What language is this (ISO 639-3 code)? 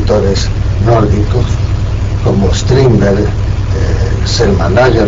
spa